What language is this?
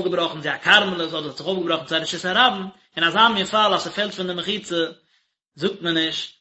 Yiddish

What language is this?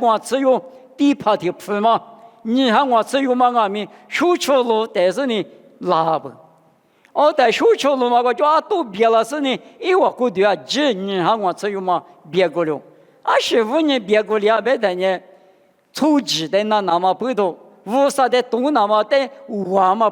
Lisu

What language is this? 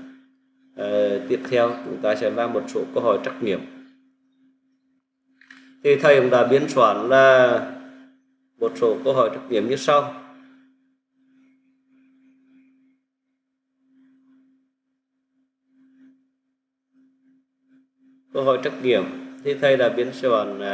Vietnamese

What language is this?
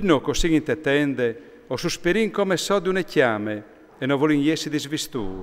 Friulian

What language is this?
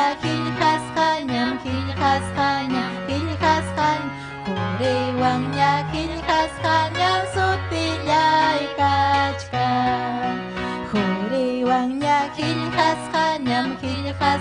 Ayacucho Quechua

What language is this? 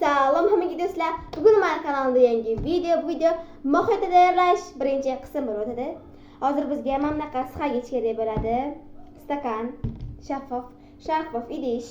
Uzbek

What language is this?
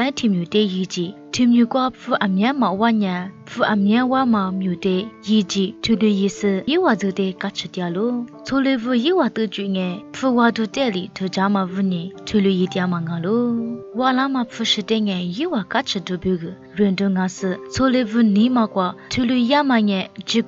Lisu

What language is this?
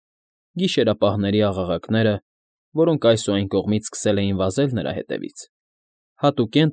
Armenian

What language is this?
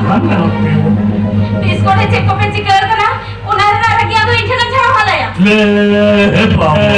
Santali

